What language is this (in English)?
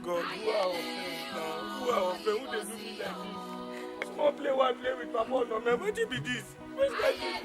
Nigerian Pidgin